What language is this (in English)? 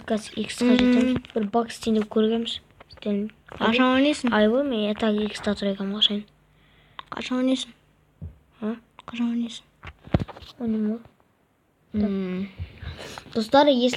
Kazakh